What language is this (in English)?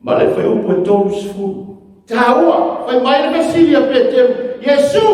Samoan